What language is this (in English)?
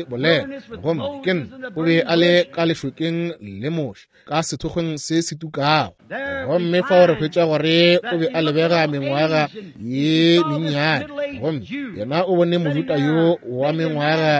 Northern Sotho